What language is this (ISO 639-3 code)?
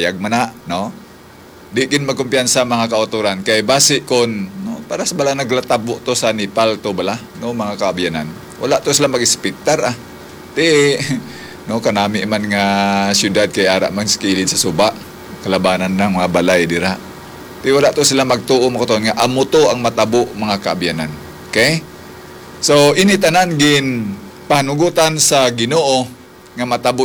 hil